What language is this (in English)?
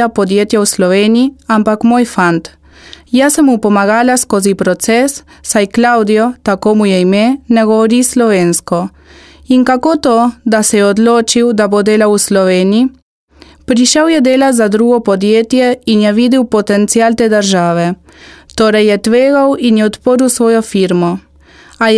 Slovenian